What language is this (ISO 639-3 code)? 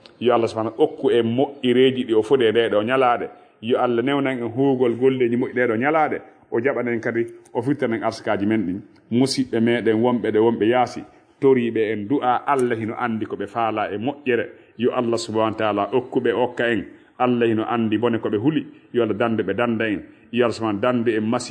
ful